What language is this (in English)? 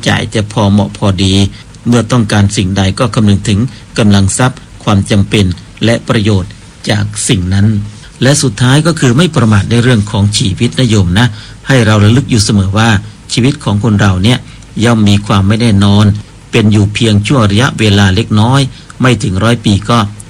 Thai